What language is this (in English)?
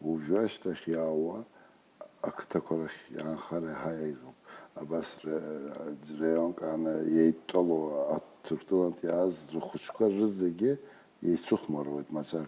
Abkhazian